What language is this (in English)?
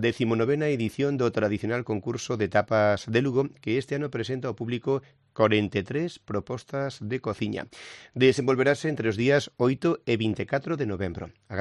Galician